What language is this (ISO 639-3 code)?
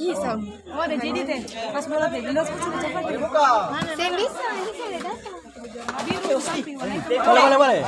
abs